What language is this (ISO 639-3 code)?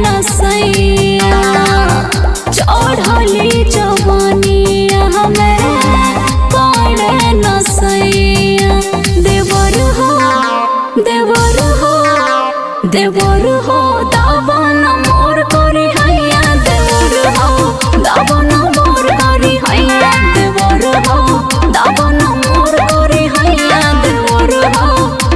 bho